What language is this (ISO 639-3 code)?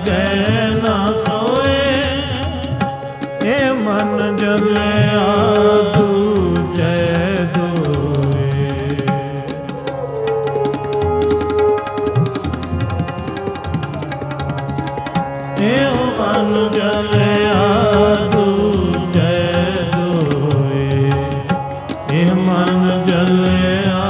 pan